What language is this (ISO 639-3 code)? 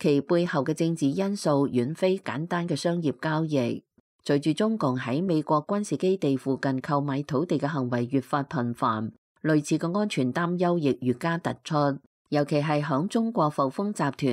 yue